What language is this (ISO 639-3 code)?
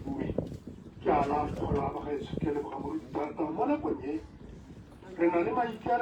tsn